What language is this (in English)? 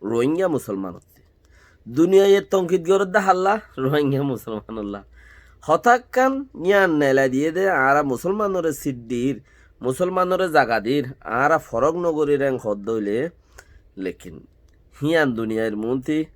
Rohingya